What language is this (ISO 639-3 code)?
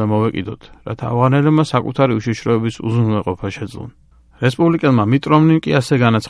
kat